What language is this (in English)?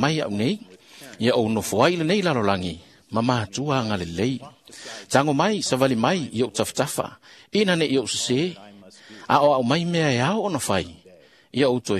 Samoan